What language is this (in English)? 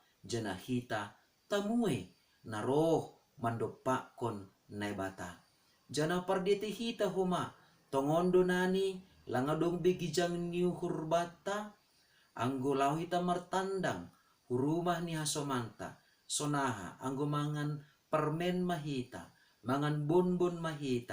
Batak Simalungun